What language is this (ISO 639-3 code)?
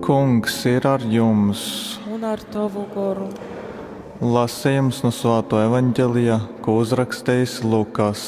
ltg